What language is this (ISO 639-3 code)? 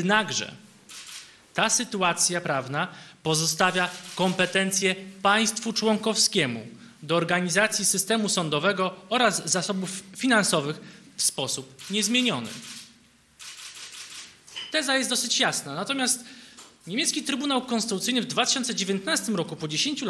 pol